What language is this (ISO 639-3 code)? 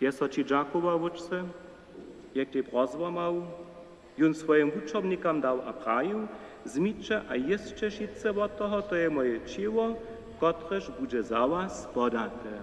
hsb